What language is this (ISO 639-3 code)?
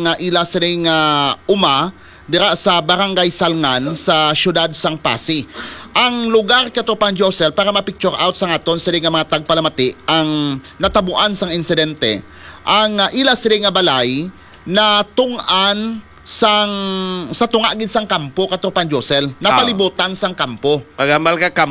hil